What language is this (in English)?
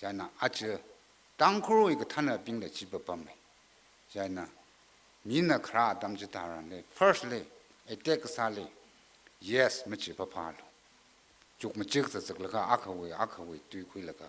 Tangkhul Naga (India)